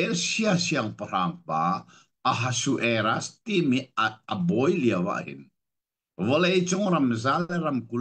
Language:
Hakha Chin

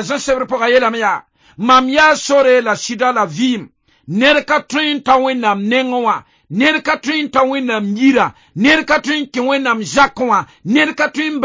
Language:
Mossi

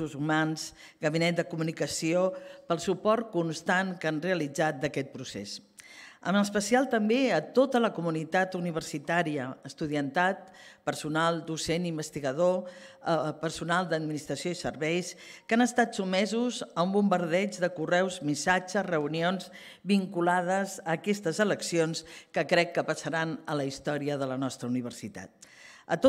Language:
Catalan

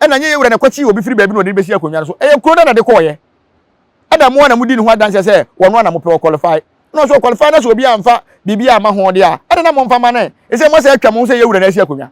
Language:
Akan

